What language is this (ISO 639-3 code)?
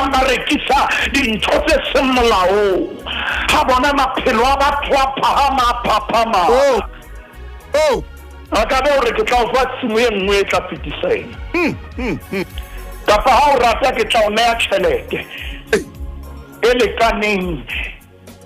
sot